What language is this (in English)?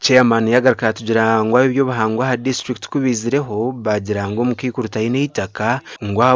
Nyankole